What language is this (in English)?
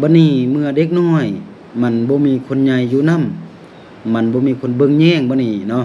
Lao